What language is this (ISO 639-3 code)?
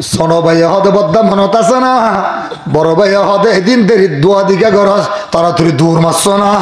rhg